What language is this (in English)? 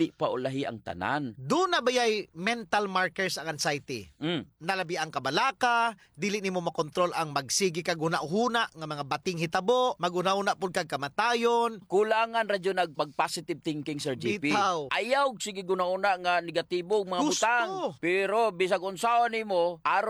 Cebuano